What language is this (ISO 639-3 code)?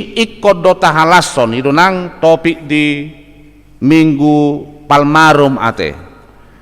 bbc